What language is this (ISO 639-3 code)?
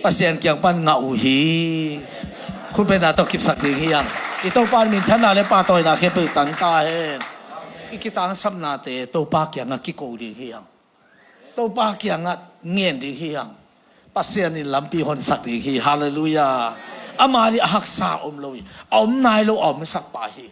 ctd